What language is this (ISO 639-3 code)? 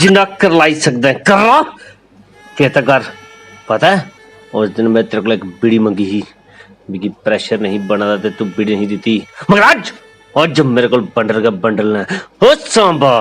doi